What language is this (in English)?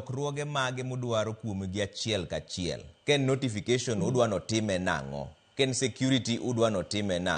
Luo (Kenya and Tanzania)